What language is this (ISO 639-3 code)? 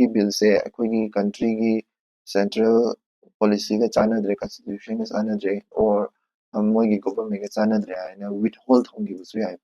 mni